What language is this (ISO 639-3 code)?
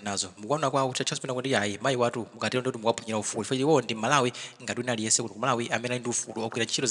nya